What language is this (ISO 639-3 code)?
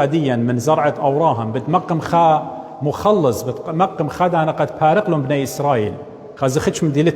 aii